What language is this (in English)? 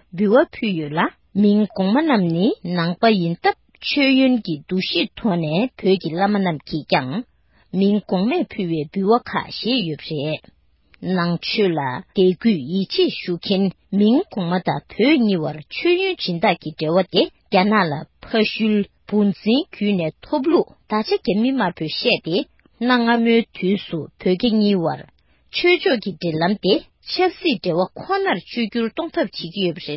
Tibetan